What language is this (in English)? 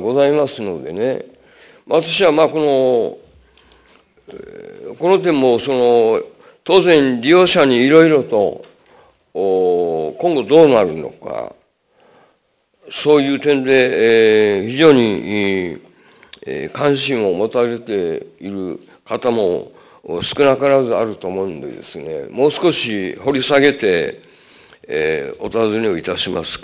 Japanese